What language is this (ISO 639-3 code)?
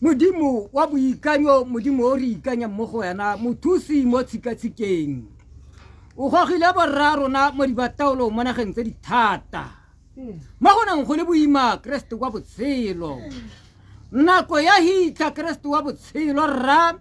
tsn